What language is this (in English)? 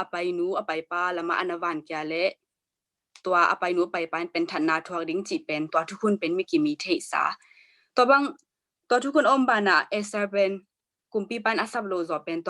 Tedim Chin